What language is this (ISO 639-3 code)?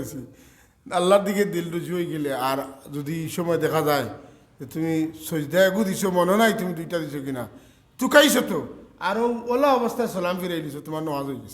syl